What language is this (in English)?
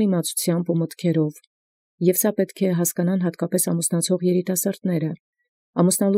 Armenian